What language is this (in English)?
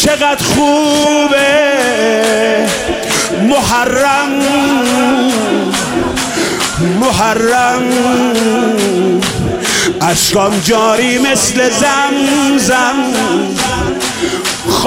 Persian